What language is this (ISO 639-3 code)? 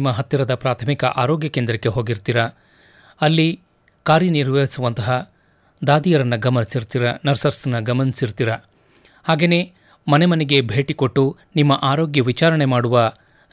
kan